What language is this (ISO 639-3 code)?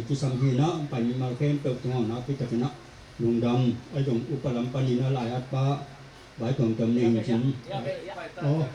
ctd